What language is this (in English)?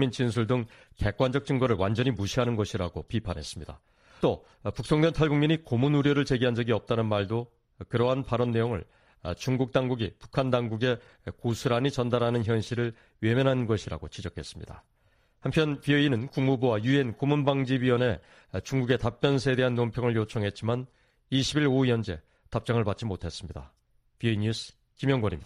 Korean